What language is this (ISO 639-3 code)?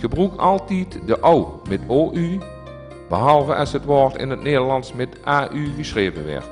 lim